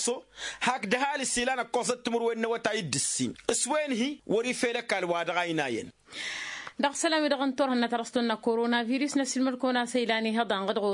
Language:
Tamasheq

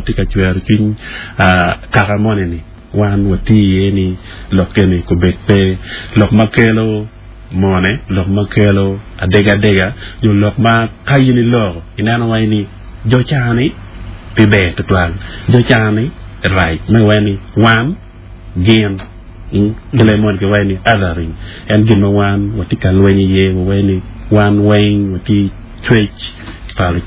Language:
Acoli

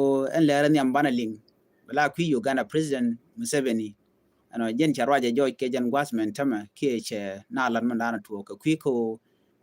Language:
Nuer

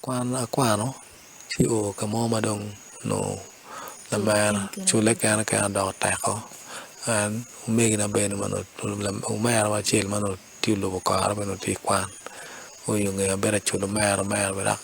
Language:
Acoli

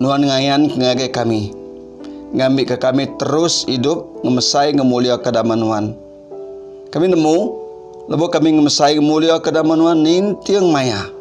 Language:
Iban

